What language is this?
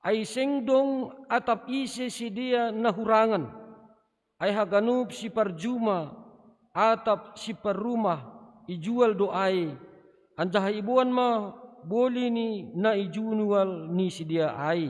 Batak Simalungun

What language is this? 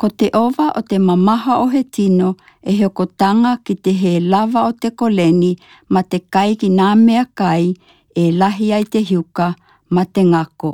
Tokelau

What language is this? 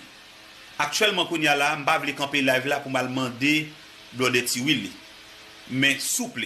Haitian Creole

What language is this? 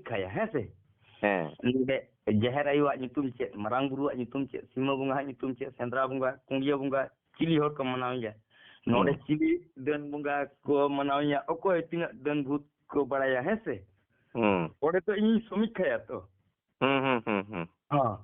Santali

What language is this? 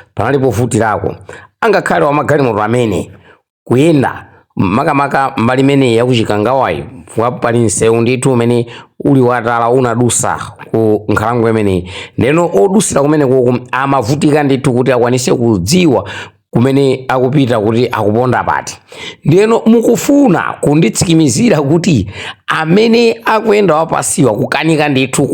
Nyanja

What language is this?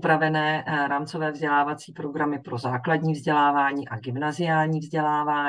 Czech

